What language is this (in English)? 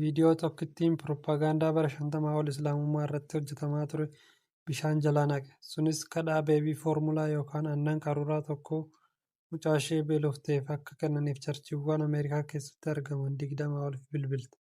Oromo